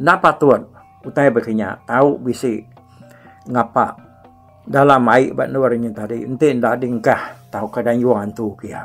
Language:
Iban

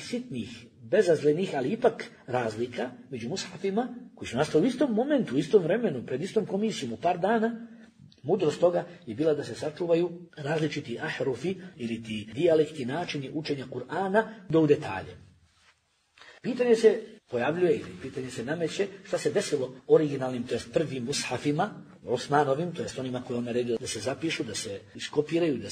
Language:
Bosnian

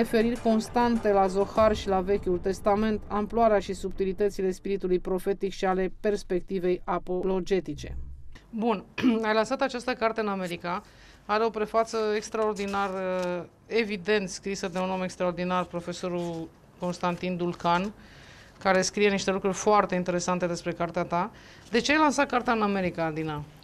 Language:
Romanian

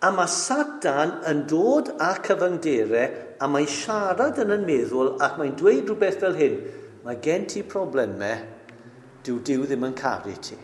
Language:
Welsh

